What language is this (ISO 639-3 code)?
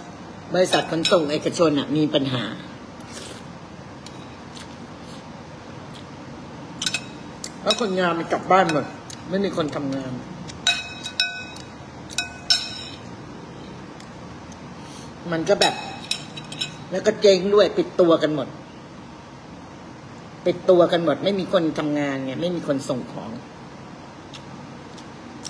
tha